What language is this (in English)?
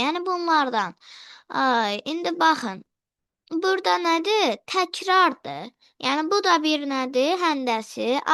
Azerbaijani